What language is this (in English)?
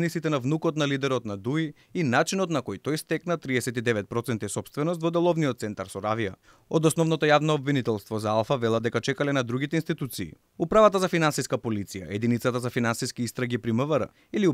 Macedonian